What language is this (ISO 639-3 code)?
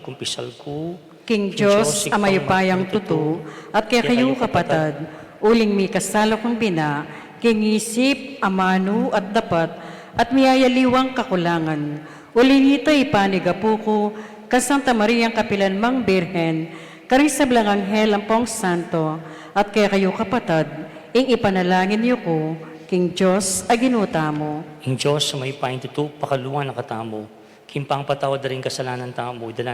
pam